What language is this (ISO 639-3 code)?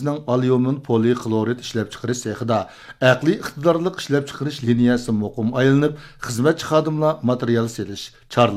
uig